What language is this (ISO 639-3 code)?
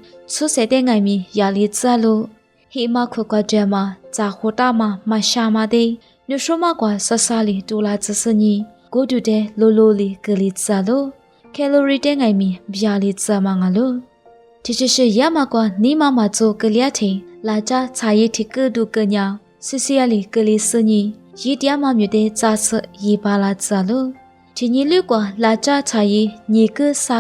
lis